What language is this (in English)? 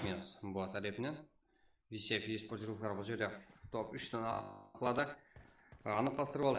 Kara-Kalpak